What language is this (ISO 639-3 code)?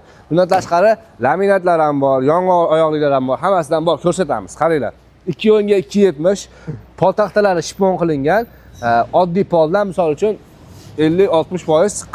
uzb